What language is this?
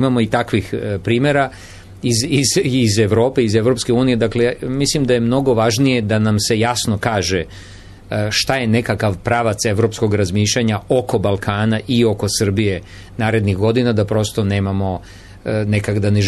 Serbian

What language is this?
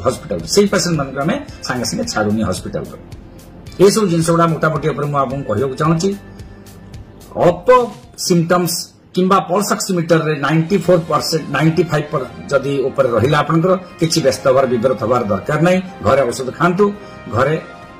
Odia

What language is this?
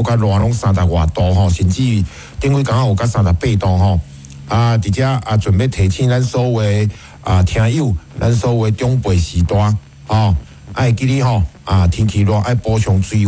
Min Nan Chinese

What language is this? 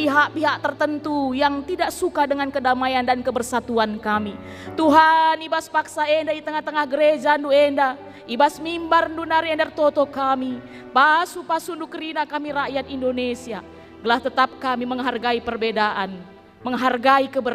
Batak Karo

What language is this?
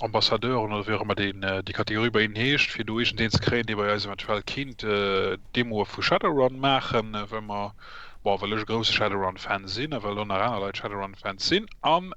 Luxembourgish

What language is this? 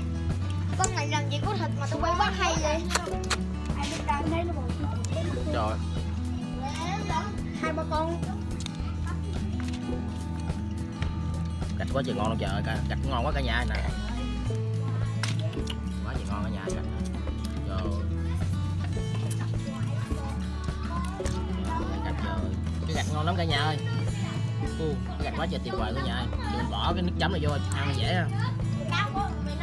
Vietnamese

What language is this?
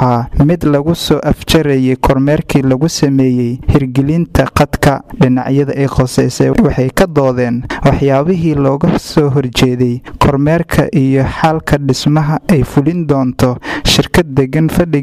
Somali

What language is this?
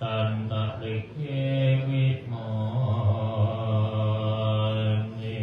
Pali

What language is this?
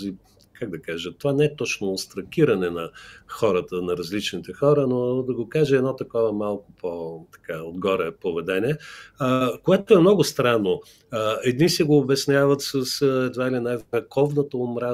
Bulgarian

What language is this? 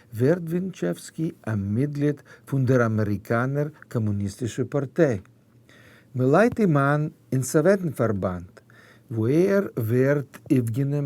Yiddish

